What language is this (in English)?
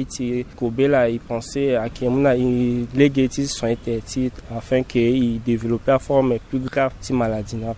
Sango